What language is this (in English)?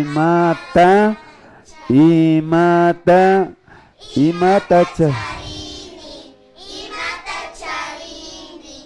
Imbabura Highland Quichua